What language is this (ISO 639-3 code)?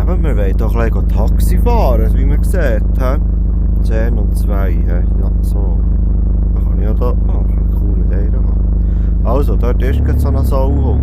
gsw